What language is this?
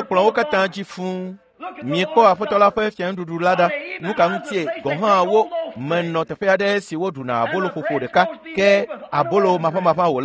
Ewe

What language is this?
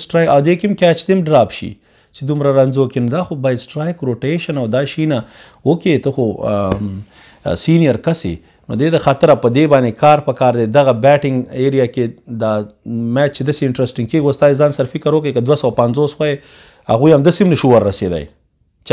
Pashto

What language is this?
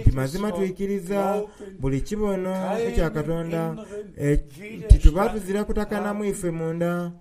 Soga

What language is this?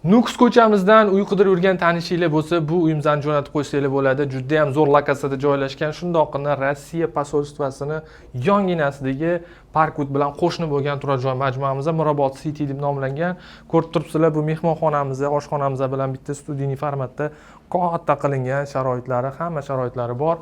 Uzbek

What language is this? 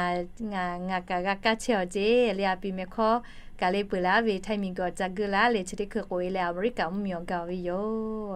Lahu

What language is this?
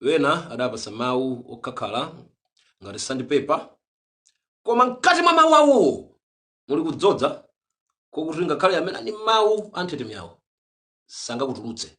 Nyanja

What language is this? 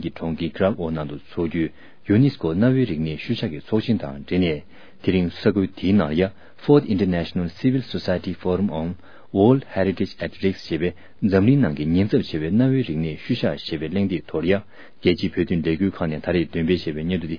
Tibetan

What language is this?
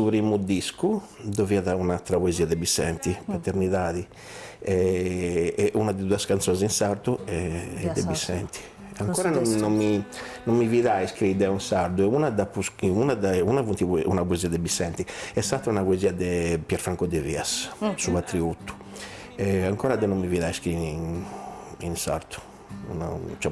Sardinian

